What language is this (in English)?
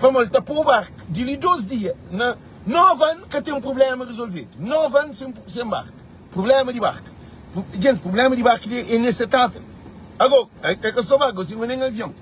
Kabuverdianu